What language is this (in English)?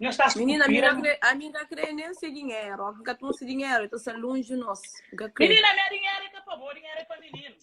Kabuverdianu